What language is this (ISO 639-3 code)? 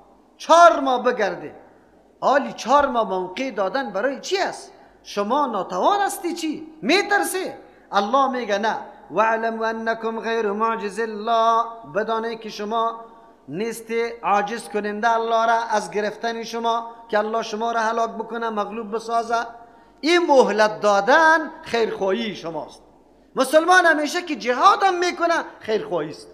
fas